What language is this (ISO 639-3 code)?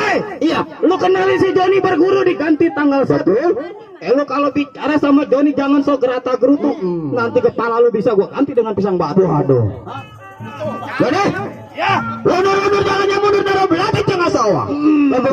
bew